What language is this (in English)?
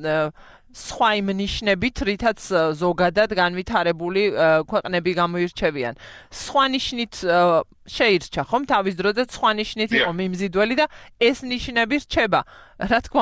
Georgian